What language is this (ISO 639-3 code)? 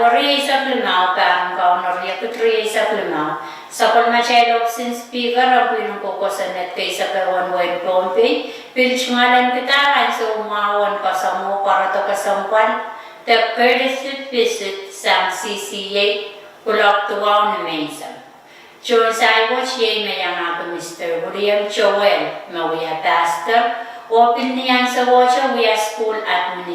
pon